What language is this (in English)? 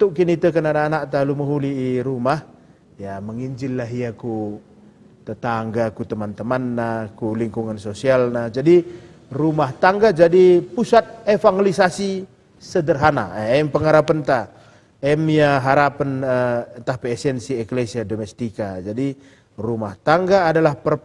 Batak Karo